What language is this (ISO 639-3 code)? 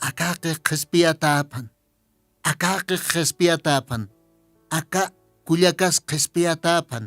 aym